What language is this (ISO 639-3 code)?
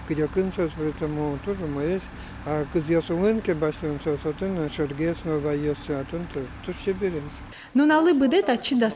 udm